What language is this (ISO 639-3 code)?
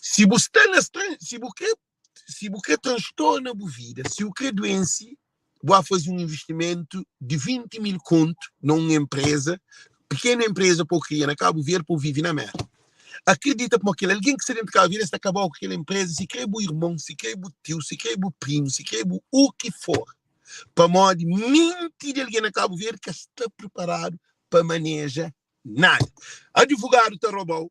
kea